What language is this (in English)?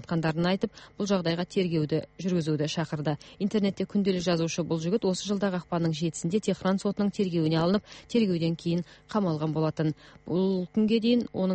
Kyrgyz